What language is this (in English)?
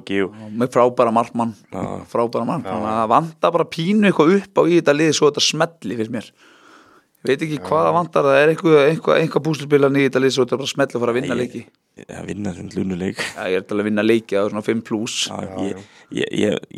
Icelandic